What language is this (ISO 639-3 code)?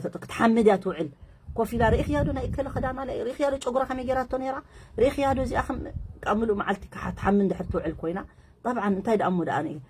tir